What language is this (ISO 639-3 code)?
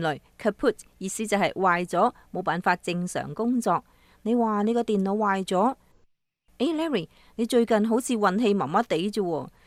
yue